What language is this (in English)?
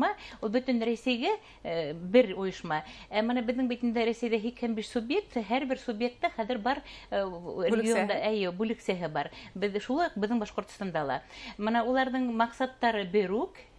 Bashkir